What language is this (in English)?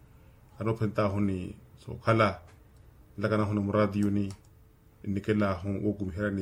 Makhuwa